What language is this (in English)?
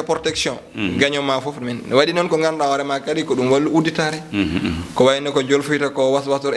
Fula